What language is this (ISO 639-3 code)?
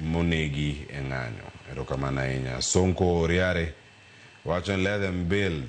luo